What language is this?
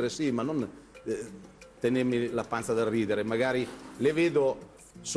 Italian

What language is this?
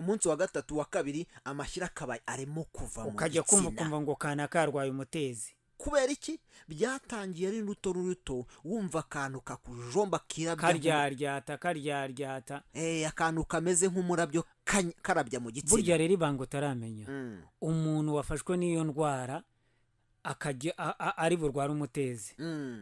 Kinyarwanda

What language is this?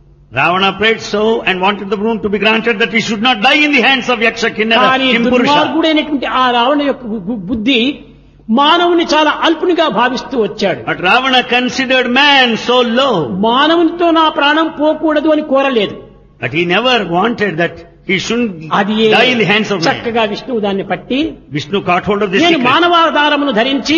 Telugu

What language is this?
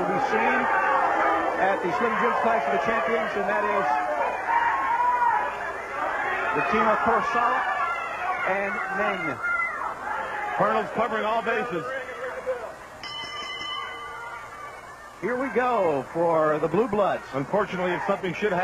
English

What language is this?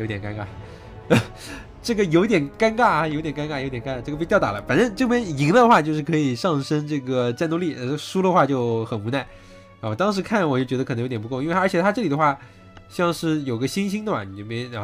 Chinese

